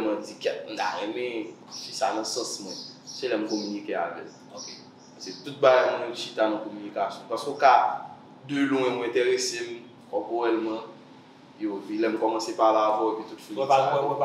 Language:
Haitian Creole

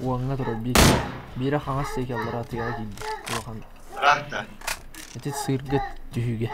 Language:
Yakut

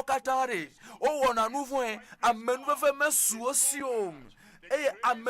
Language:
Ewe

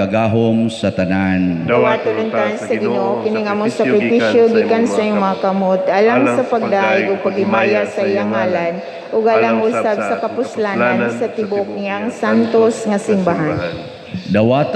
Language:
Cebuano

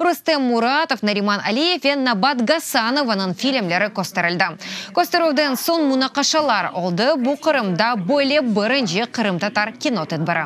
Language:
Crimean Tatar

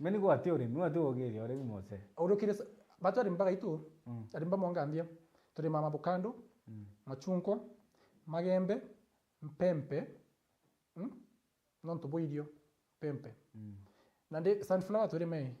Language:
Meru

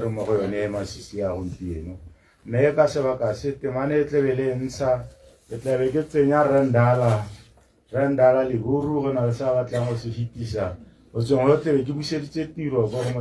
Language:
Tswana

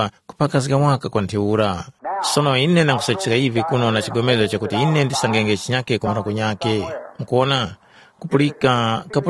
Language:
Tumbuka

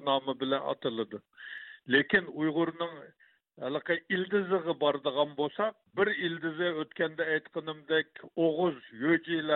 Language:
Uyghur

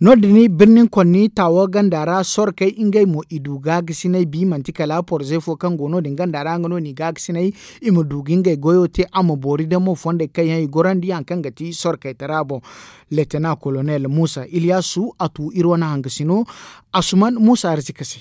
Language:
Zarma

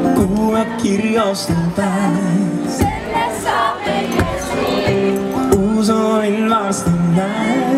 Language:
Estonian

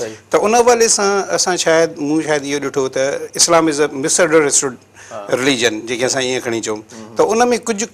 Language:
Sindhi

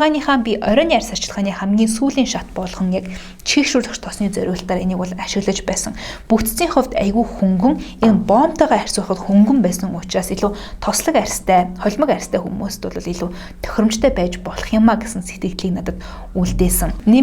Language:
Mongolian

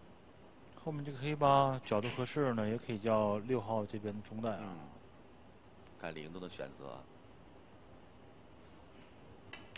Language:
Chinese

